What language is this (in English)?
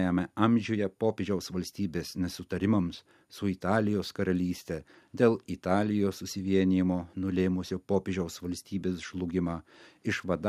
Lithuanian